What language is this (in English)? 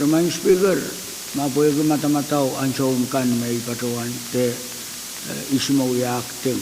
Pohnpeian